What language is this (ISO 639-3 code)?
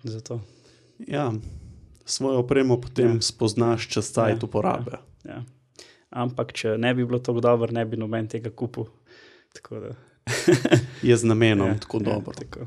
slv